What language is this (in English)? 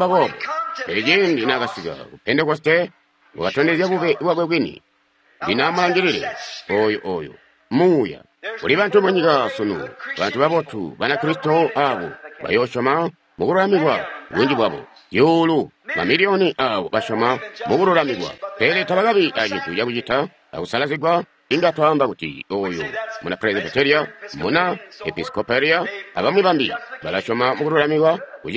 Tonga (Zambia)